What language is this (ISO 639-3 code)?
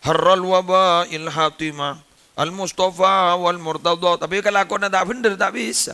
mad